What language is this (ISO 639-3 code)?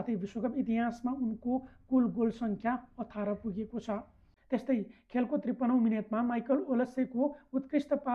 nep